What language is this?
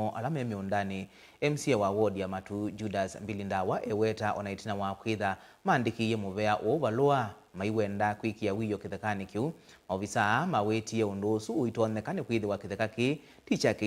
Kamba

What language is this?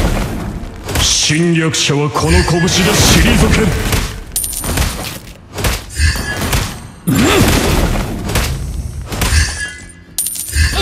Japanese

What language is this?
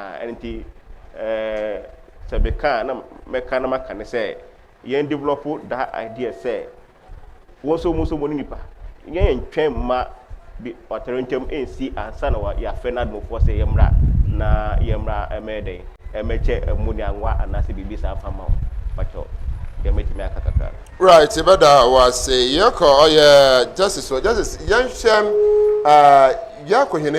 Akan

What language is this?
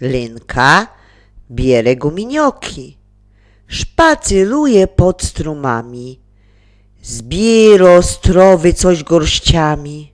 Silesian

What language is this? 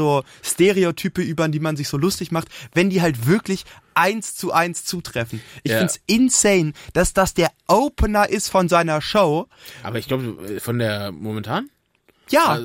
German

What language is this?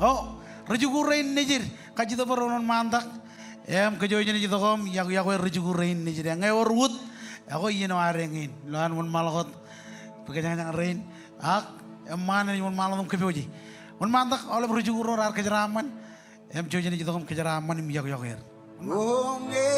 Marshallese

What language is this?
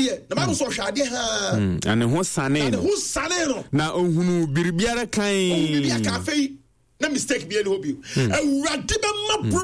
Akan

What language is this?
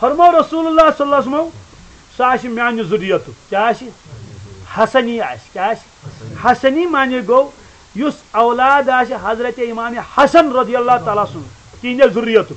Kashmiri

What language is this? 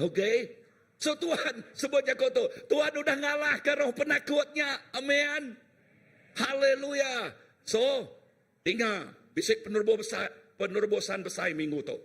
Iban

